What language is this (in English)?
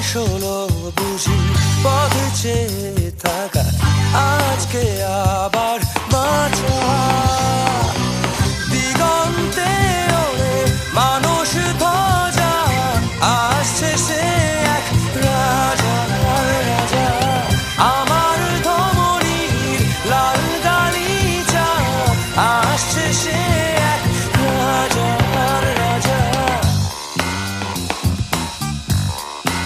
Bangla